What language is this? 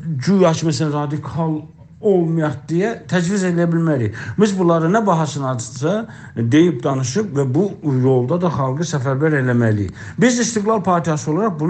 South Azerbaijani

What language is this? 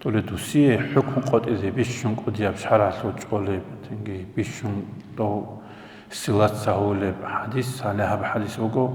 Avaric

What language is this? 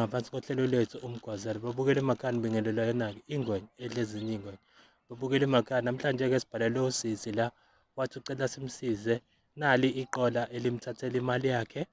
Zulu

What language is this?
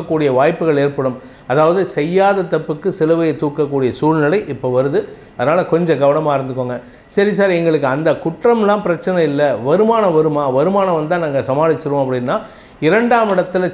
Tamil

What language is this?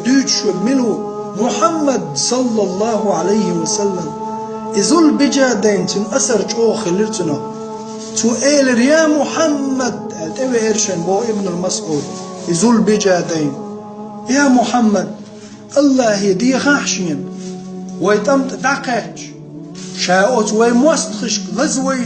Chechen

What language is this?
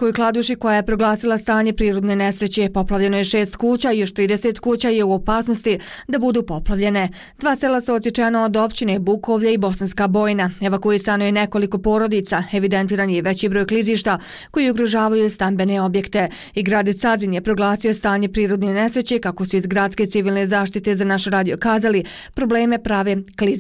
Bosnian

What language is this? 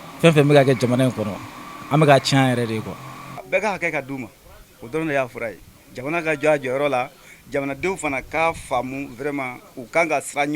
Bambara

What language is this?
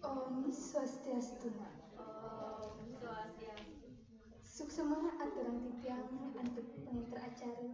Balinese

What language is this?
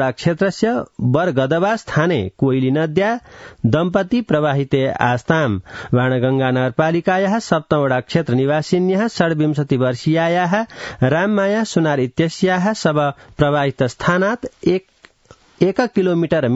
Sanskrit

